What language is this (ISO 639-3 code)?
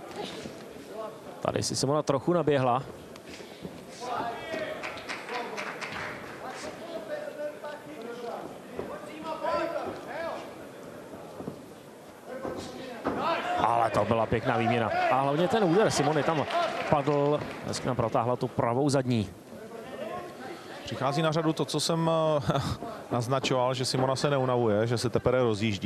ces